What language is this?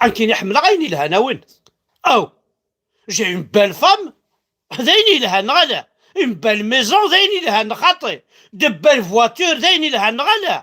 Kabyle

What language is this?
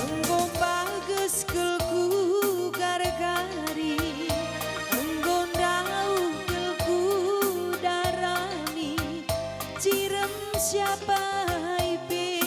Batak Karo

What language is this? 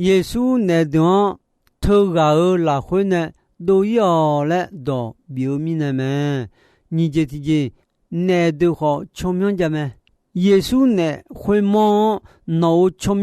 Akha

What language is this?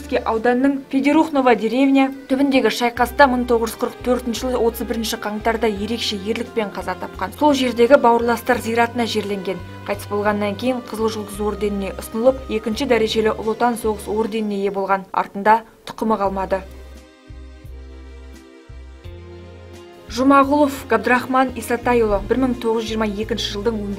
Kazakh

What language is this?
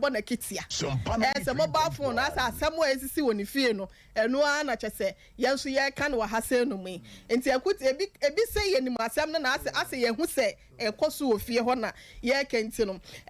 Akan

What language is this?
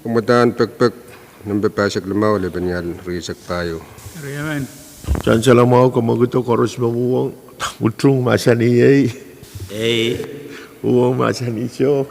Pohnpeian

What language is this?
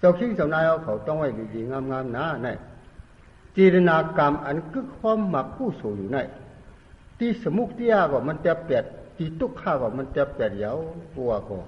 Shan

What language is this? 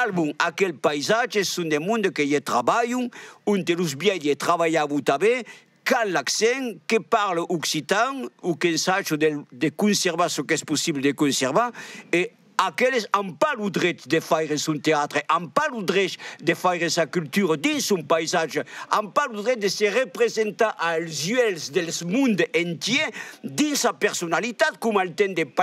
Occitan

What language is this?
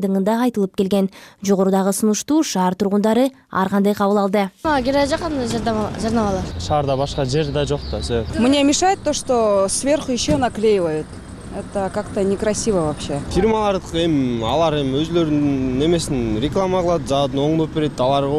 Kyrgyz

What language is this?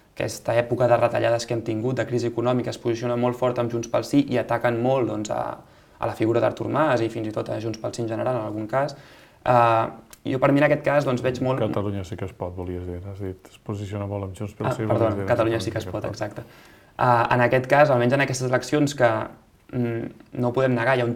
Catalan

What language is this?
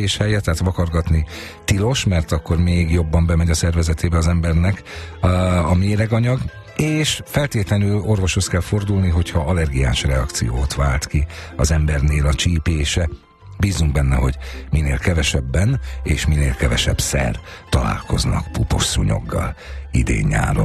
Hungarian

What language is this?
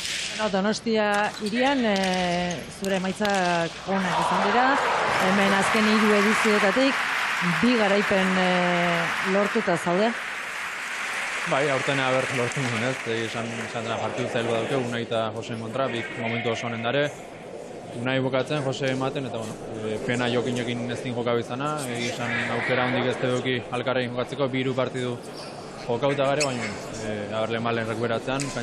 Basque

